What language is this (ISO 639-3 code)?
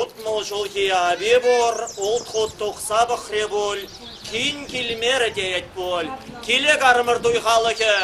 chv